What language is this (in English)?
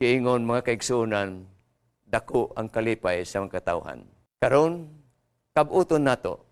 Cebuano